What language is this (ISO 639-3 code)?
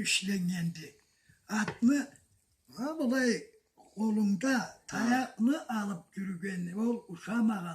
krc